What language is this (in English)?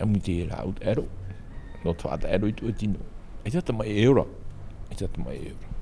Tahitian